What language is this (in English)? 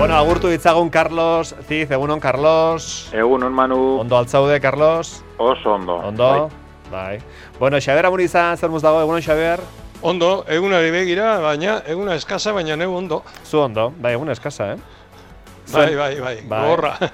Basque